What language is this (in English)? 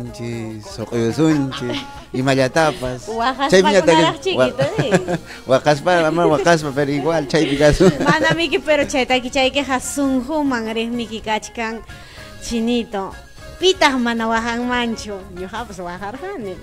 Ayacucho Quechua